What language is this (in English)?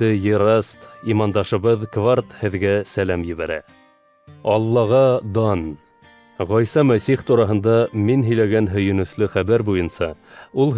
Bashkir